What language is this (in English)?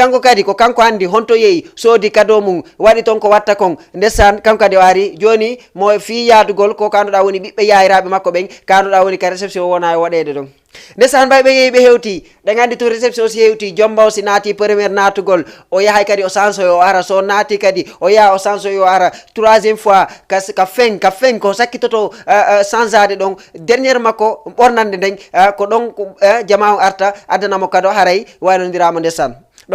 Fula